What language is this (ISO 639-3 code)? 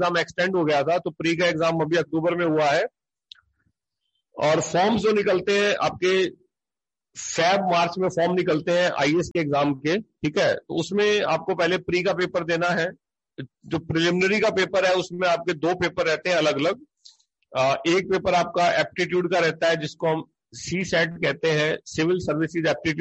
hin